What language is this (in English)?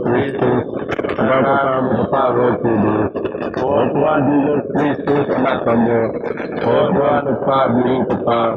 Biatah Bidayuh